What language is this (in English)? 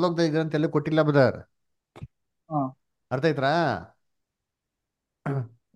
Kannada